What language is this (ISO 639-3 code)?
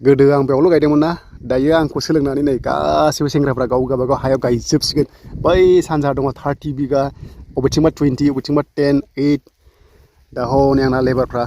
brx